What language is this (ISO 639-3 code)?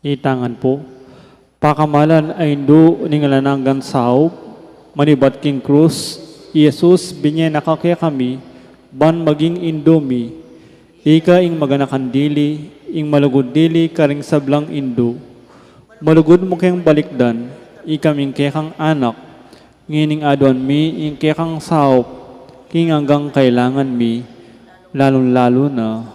pam